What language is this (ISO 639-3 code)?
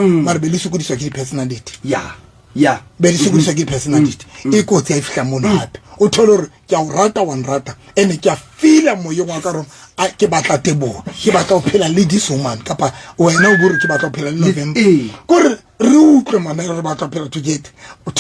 sot